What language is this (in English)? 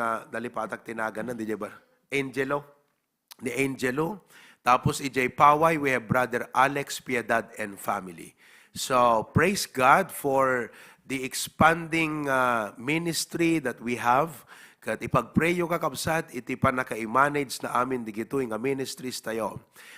Iloko